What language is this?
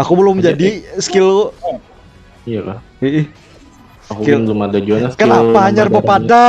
Banjar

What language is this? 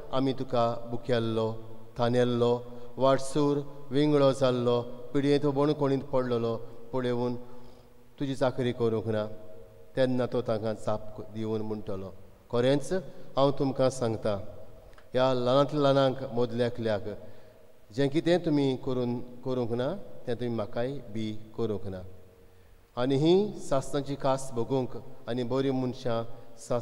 Konkani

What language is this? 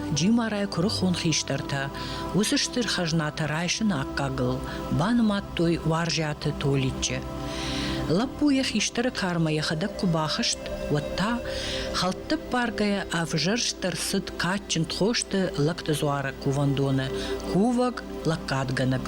Ossetic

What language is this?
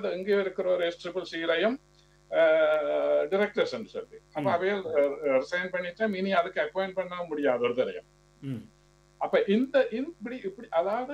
Tamil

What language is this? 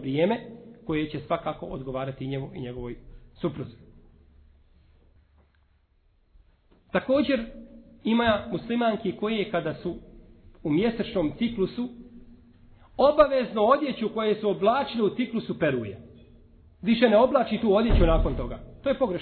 Bosnian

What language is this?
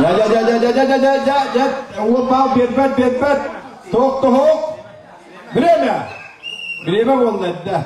Yakut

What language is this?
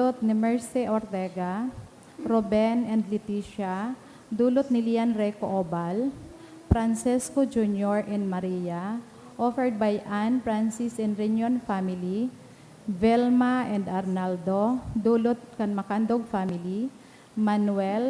Bikol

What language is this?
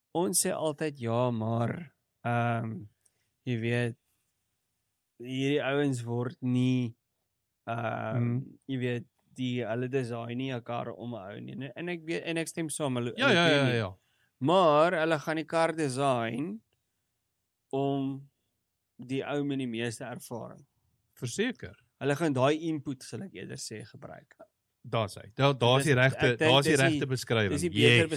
Afrikaans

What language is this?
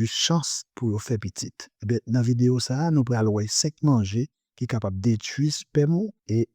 Haitian Creole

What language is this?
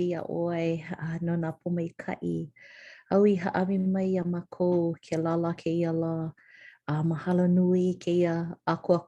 Hawaiian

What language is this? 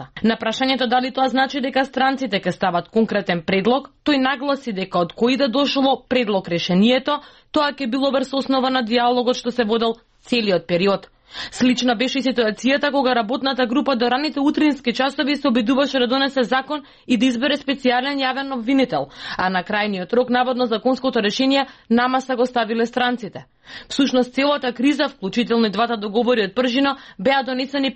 Macedonian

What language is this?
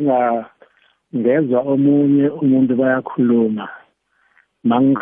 South Ndebele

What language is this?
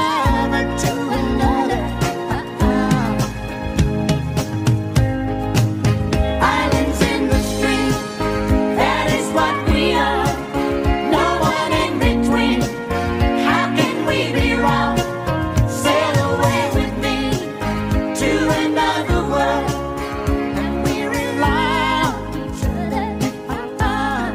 English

